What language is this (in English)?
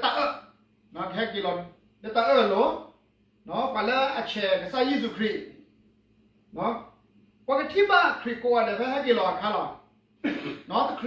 S'gaw Karen